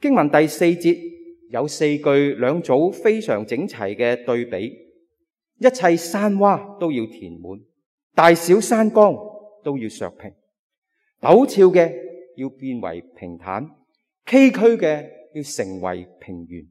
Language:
Cantonese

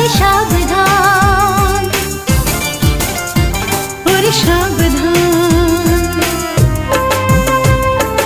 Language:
Bangla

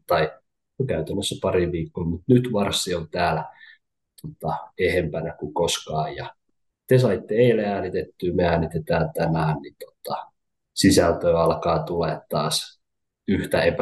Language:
Finnish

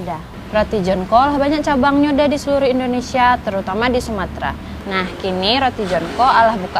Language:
Minangkabau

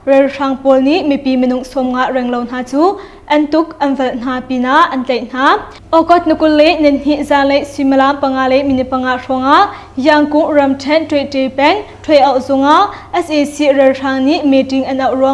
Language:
Hakha Chin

